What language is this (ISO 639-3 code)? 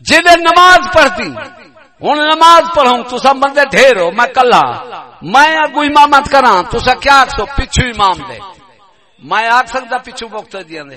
skr